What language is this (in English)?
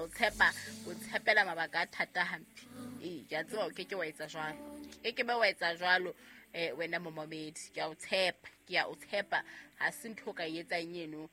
Southern Sotho